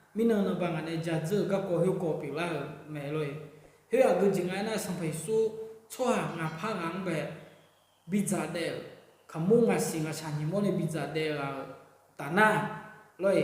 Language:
Akha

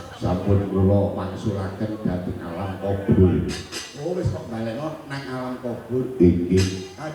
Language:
Javanese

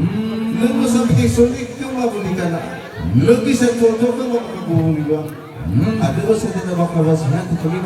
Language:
Nias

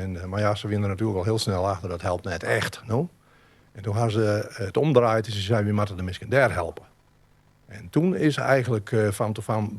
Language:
Western Frisian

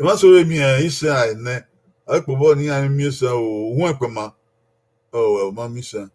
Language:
Bini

